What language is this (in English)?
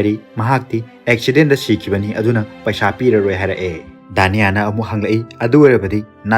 Manipuri